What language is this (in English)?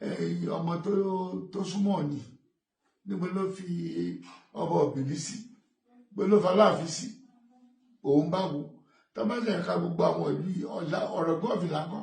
Yoruba